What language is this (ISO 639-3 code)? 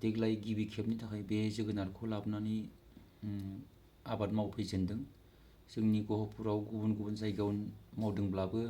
brx